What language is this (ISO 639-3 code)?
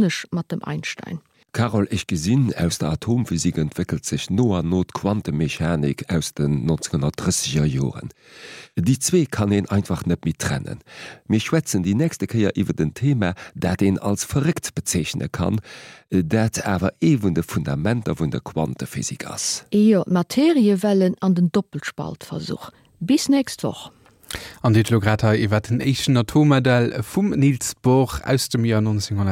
ltz